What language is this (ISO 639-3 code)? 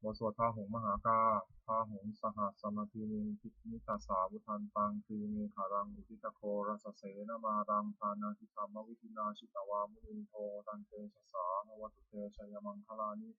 pli